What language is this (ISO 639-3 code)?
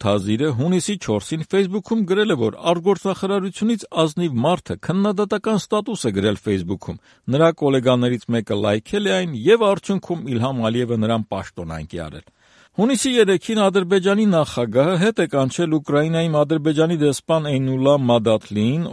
hye